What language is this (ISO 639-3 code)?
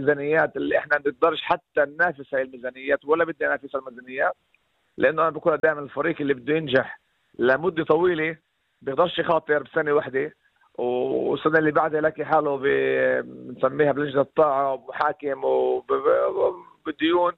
apc